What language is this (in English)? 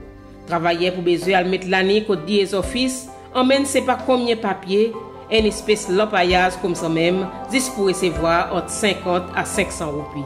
Seselwa Creole French